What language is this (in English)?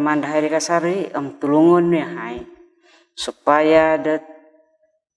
Central Dusun